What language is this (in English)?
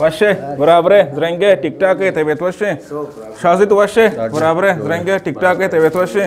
Eastern Balochi